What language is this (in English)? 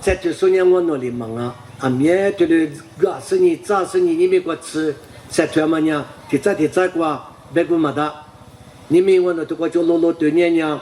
Lisu